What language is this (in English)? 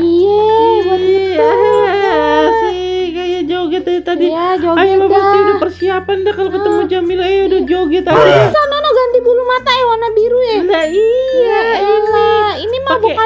Betawi